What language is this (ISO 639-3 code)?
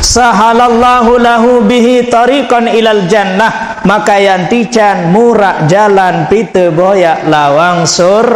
sas